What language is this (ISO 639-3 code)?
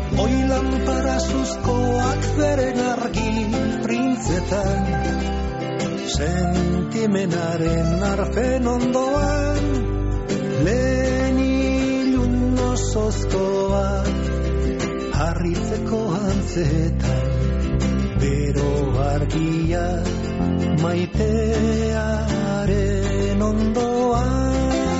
eus